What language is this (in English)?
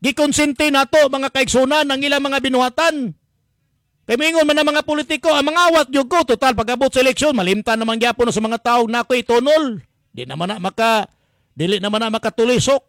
Cebuano